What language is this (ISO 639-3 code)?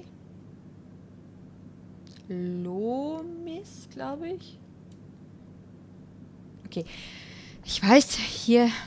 deu